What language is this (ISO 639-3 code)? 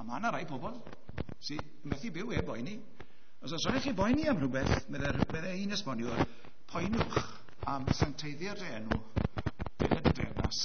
cym